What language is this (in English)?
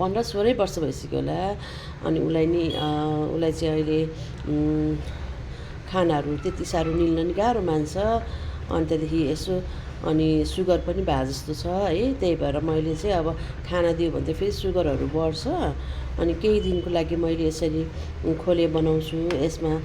Nepali